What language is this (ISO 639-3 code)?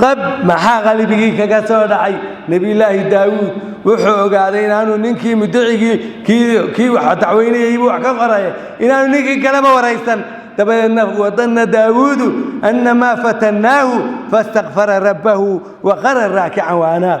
som